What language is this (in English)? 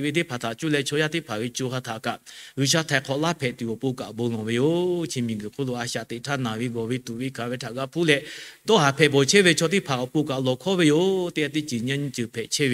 Lahu